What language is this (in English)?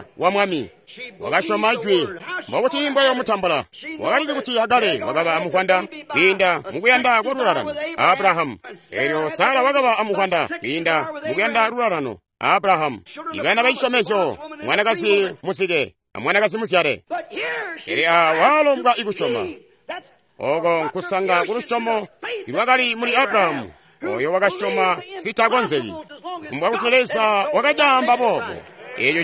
Tonga (Zambia)